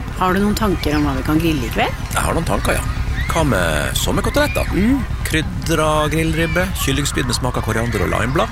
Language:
Norwegian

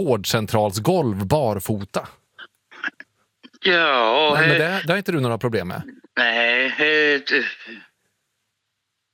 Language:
Swedish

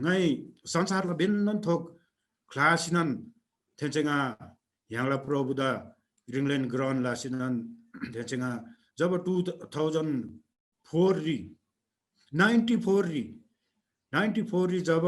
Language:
Eastern Tamang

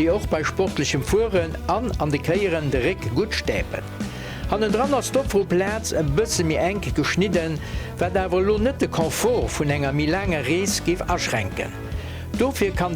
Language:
Luxembourgish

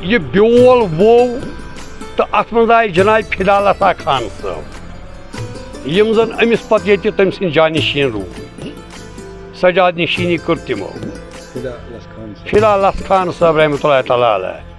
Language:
Kashmiri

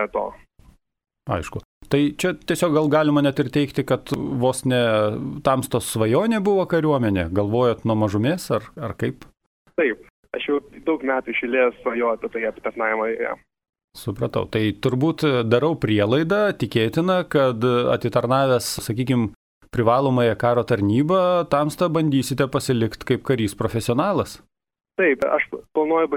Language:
Lithuanian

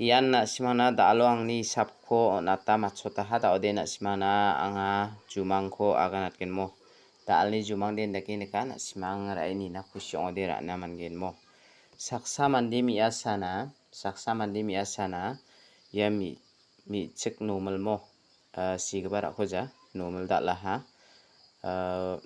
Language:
Garo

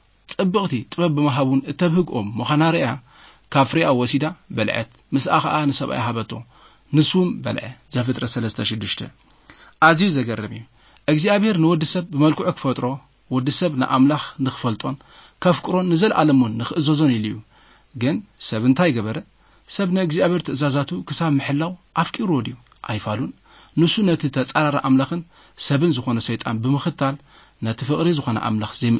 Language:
Tigrinya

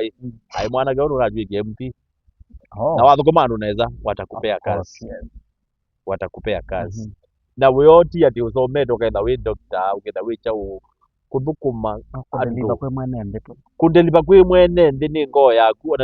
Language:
Kamba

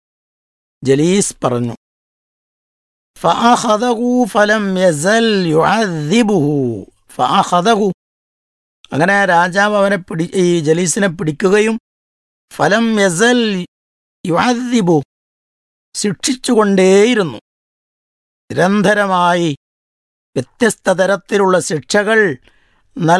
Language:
Malayalam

